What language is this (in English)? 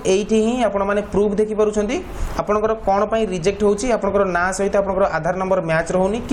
Odia